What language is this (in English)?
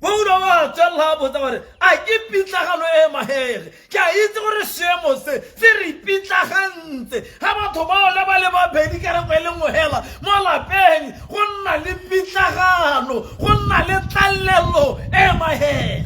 Tswana